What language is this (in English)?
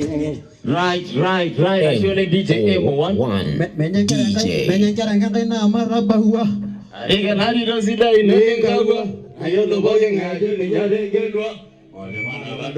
Masai